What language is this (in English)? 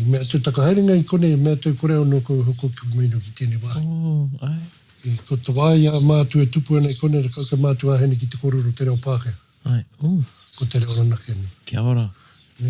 Māori